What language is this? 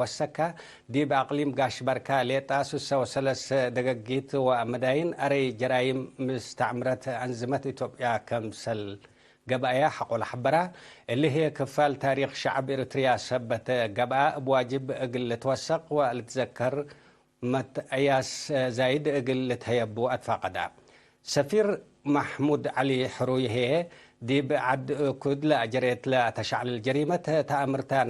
Tigre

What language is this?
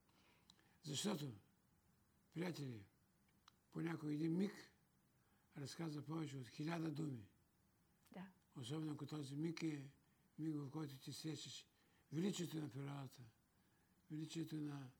Bulgarian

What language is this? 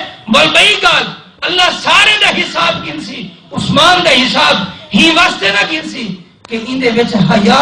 Saraiki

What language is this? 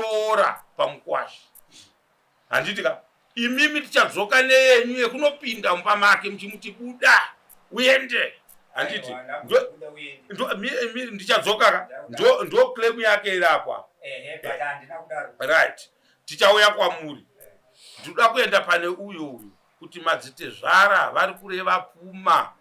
Shona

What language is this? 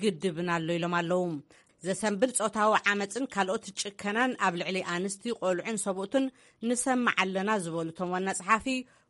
Tigrinya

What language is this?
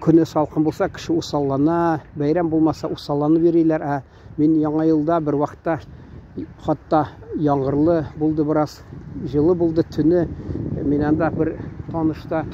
Tatar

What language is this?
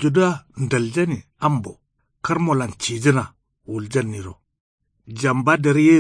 Kanuri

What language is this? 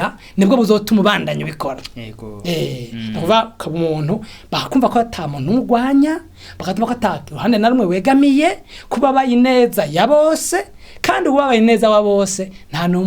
Rundi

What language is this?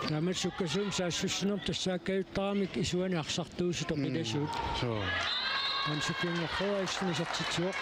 Kalaallisut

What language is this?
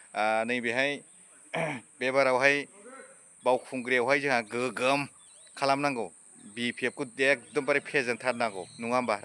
Bodo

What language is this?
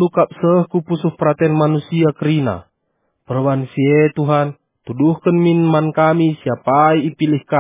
Batak Karo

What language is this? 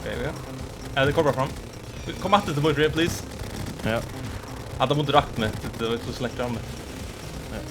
Faroese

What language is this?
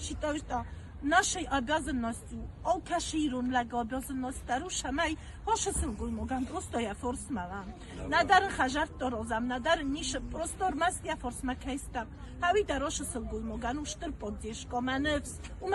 Ossetic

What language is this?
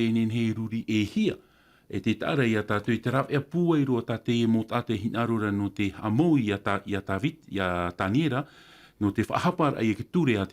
Tahitian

